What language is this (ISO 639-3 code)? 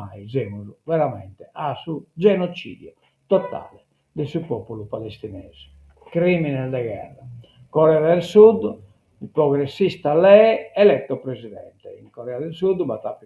srd